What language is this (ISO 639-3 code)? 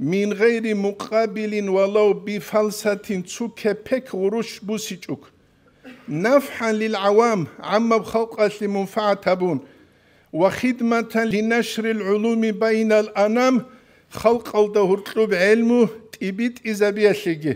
ava